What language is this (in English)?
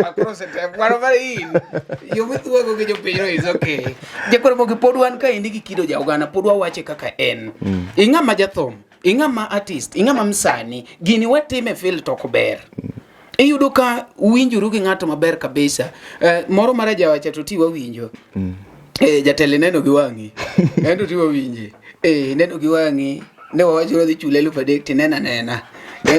Luo (Kenya and Tanzania)